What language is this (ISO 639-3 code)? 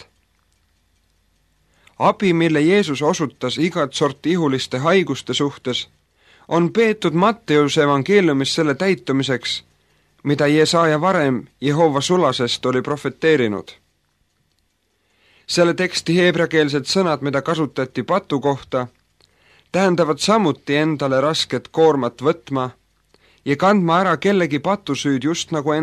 est